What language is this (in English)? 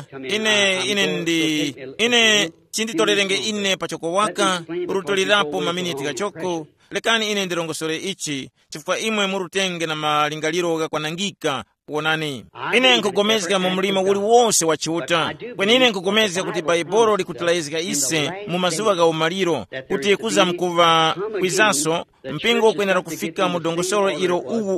Tumbuka